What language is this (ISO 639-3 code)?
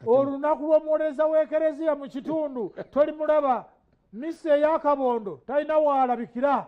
lug